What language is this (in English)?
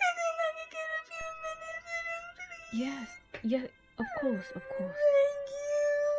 Jamaican Creole English